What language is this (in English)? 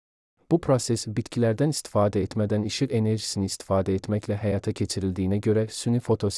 Azerbaijani